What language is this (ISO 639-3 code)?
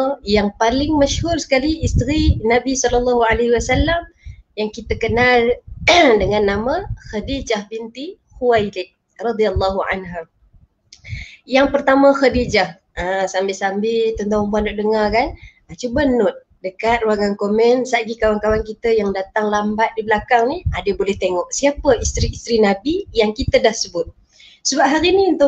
msa